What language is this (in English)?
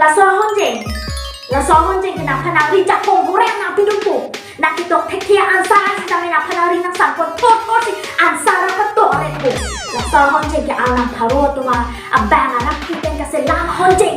Karbi